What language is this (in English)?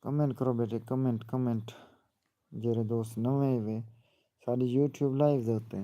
Saraiki